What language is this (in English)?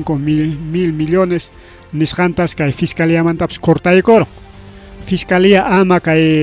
Ayacucho Quechua